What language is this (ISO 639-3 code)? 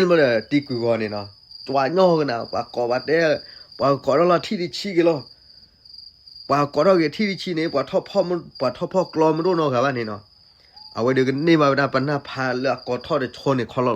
ksw